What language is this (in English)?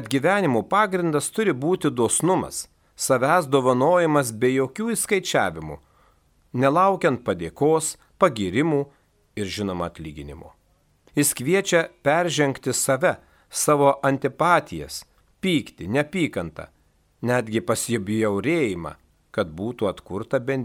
Lithuanian